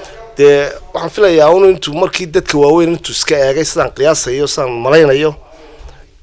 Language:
Somali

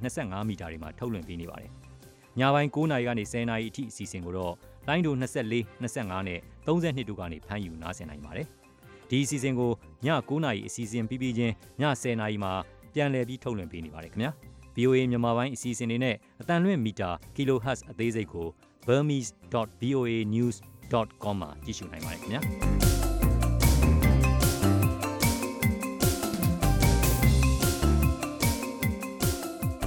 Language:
Burmese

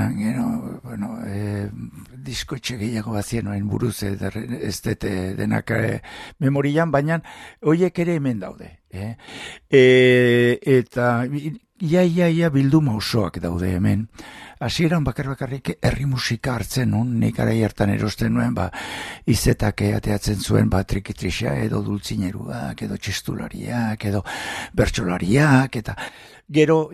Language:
Basque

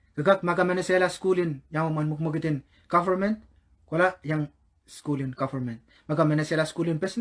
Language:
Pohnpeian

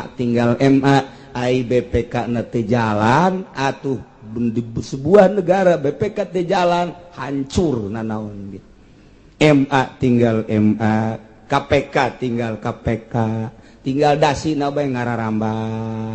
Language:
Sundanese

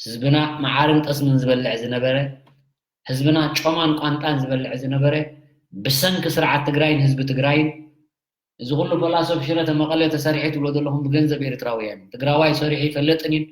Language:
Tigrinya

